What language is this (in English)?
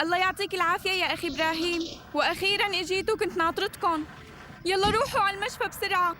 North Levantine Arabic